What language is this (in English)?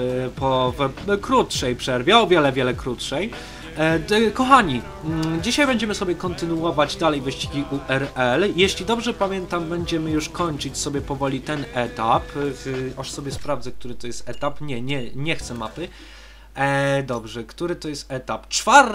Polish